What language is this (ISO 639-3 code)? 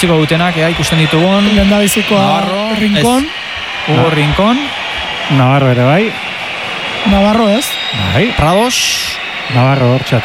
eus